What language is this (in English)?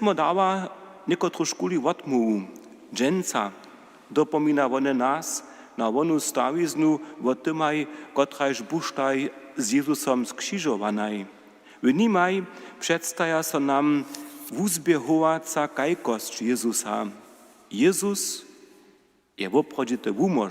Upper Sorbian